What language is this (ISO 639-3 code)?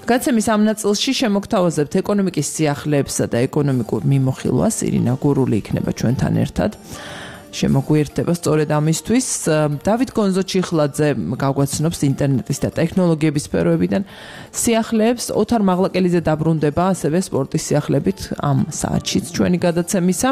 kat